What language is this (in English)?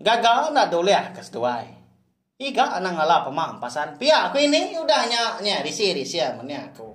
Iban